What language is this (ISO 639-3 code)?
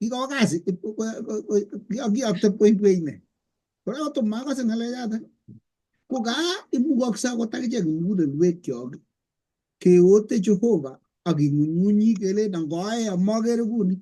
kln